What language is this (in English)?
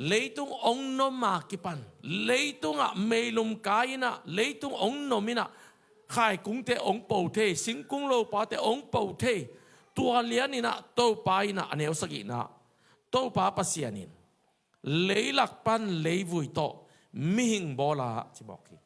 Tedim Chin